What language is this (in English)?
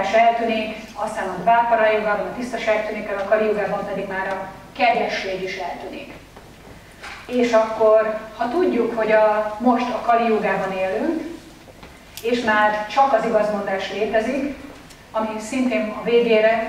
Hungarian